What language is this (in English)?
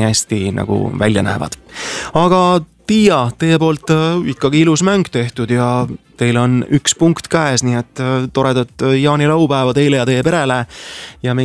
Estonian